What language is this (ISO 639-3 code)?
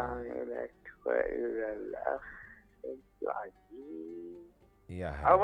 acm